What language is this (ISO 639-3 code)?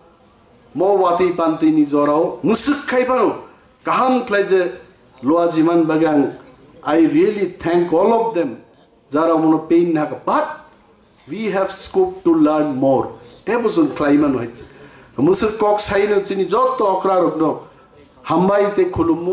trp